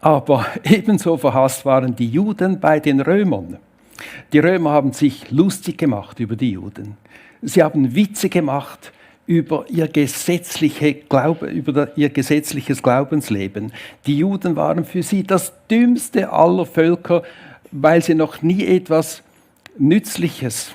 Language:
Swiss German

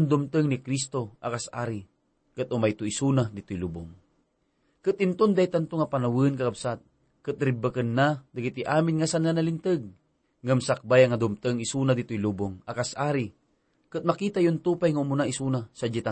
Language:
Iloko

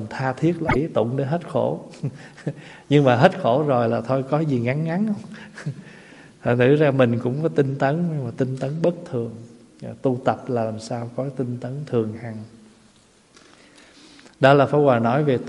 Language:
Vietnamese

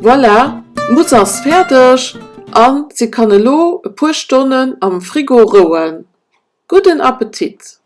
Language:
Luxembourgish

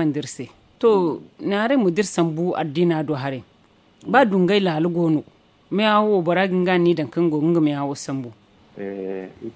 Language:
Zarma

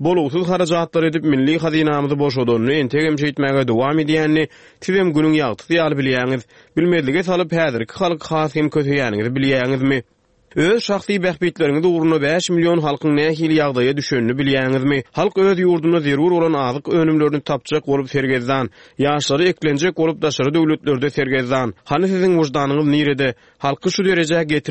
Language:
Turkmen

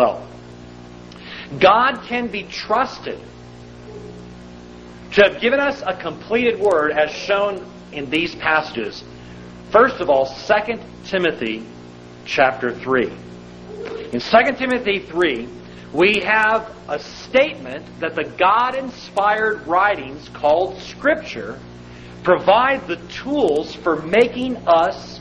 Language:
English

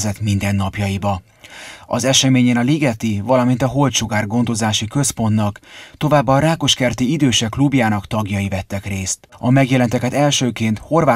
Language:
Hungarian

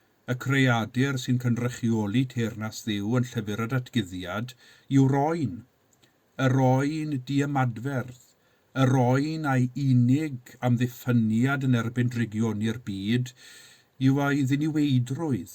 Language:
Welsh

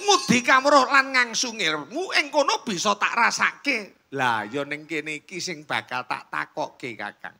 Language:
Javanese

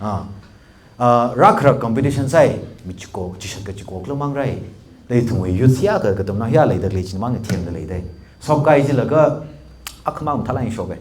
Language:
Tangkhul Naga (India)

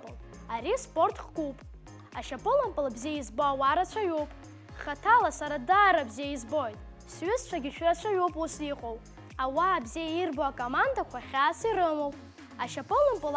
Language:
Abkhazian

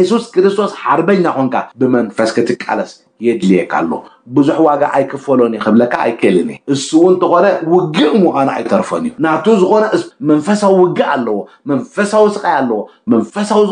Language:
Tigrinya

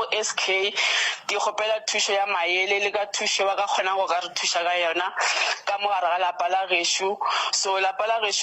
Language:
Northern Sotho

